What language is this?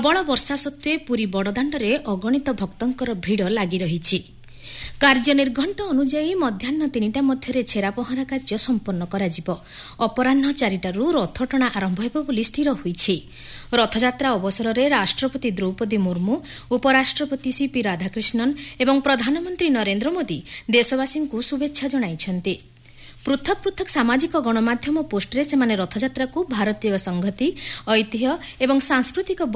Odia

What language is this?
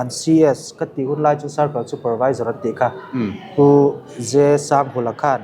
Mizo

